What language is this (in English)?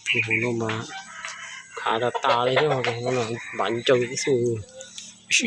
Hmong